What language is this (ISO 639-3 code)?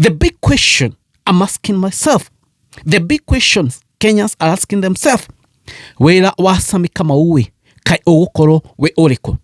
kik